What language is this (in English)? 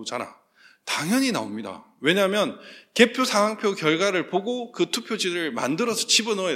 Korean